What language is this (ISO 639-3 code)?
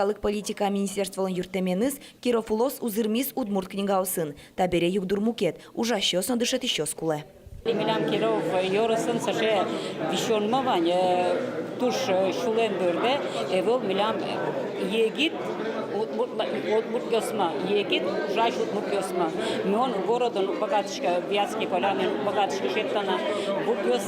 udm